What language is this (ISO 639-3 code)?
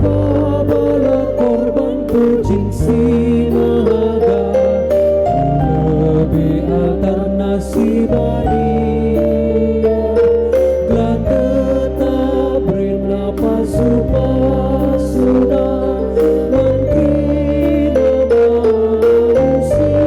btx